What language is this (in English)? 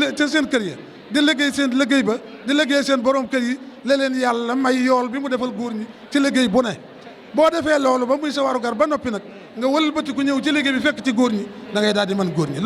Wolof